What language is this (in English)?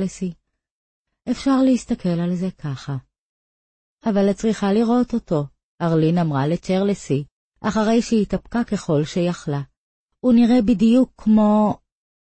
Hebrew